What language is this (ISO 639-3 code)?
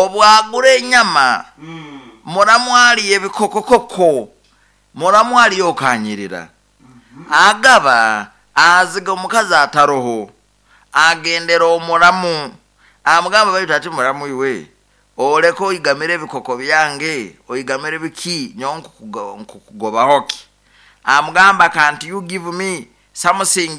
nyn